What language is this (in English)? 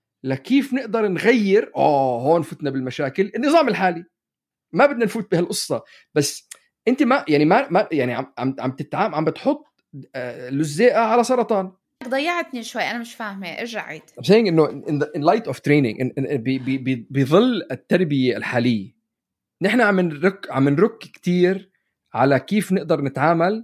North Levantine Arabic